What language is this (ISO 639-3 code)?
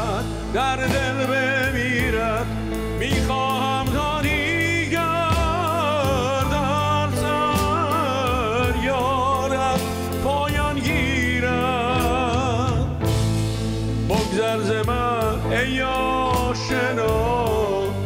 fas